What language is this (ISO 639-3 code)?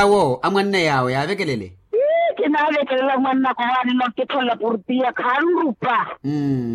vmw